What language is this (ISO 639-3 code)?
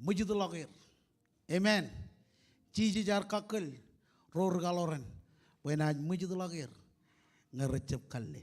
mah